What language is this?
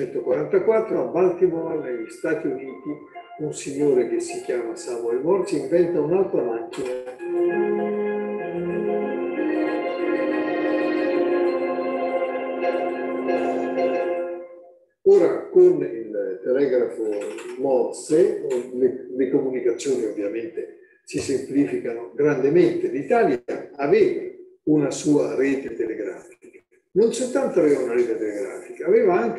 Italian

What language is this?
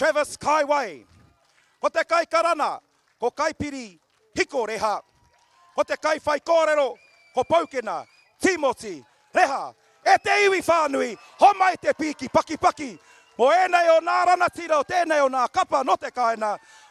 Māori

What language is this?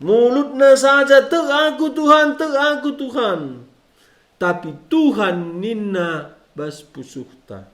Batak Karo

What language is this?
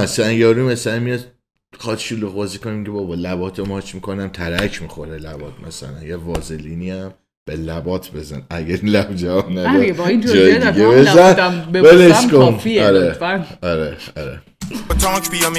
Persian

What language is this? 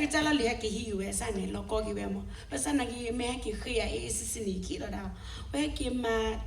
S'gaw Karen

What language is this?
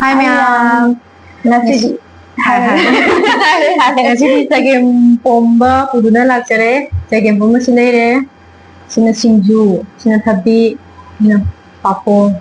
Manipuri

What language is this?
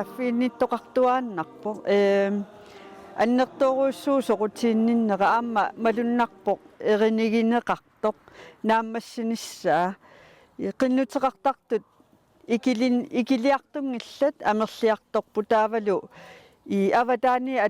Kalaallisut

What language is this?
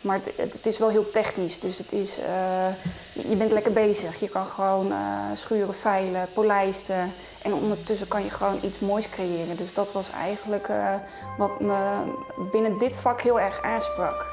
Western Frisian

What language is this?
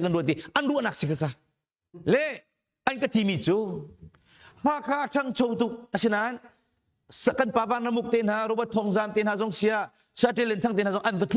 Hakha Chin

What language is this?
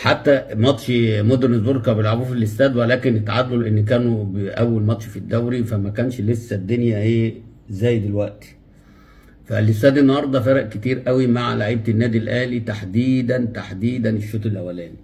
Egyptian Arabic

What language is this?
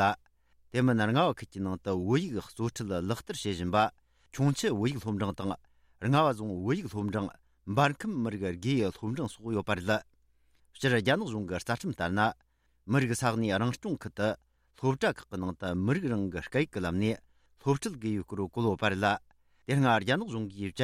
Tibetan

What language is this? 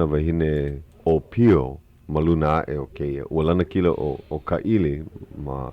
Hawaiian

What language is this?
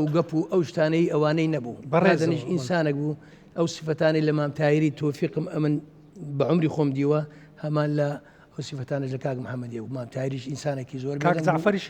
Central Kurdish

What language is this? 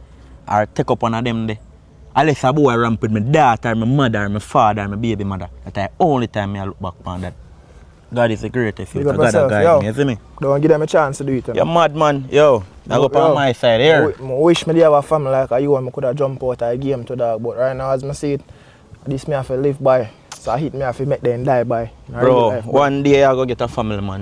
Jamaican Creole English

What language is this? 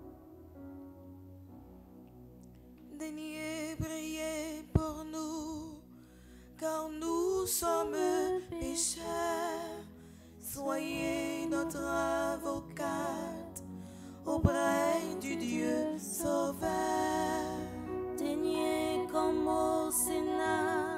French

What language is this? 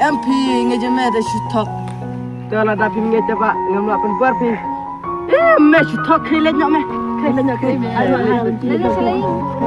Khasi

